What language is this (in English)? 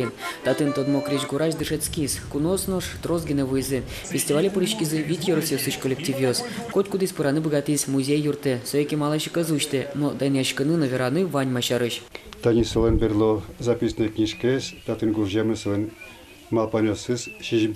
Udmurt